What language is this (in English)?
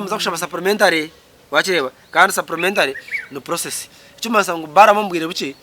Nyankole